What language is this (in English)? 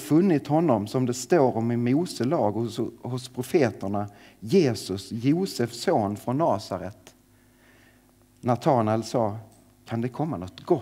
Swedish